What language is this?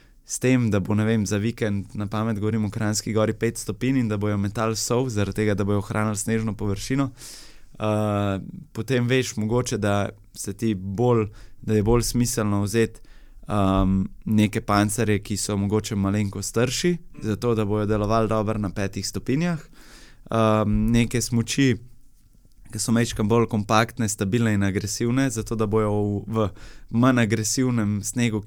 Slovenian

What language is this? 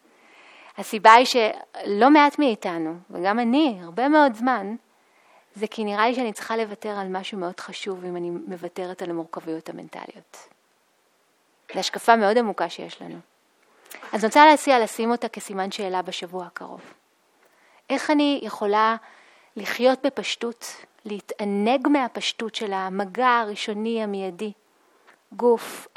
Hebrew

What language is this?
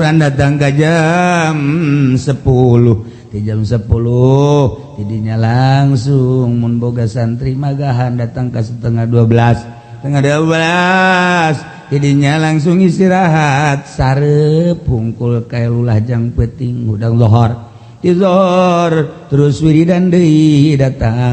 Sundanese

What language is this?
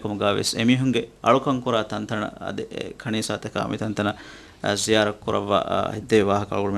Divehi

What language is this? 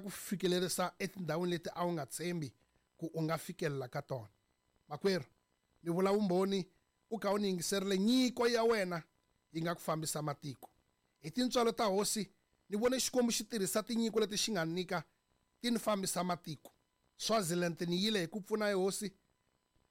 Tsonga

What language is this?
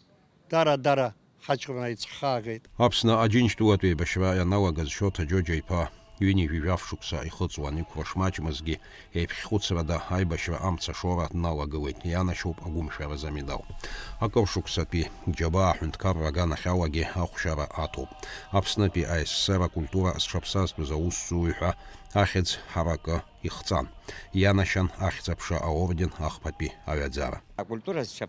Abkhazian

